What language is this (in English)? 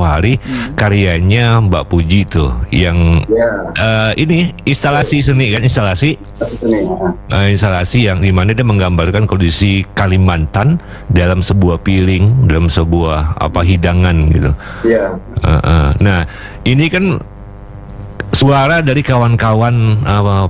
Indonesian